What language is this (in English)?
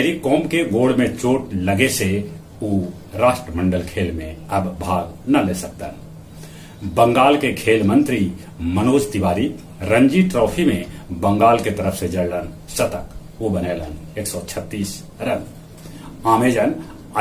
Magahi